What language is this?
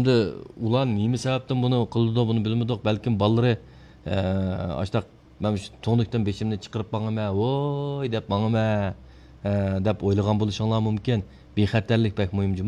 Uyghur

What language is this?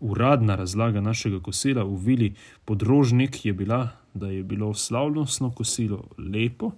Slovenian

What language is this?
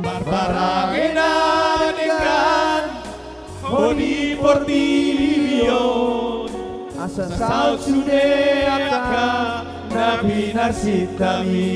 Batak Toba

